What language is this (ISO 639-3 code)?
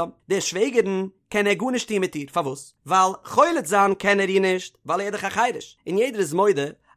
yid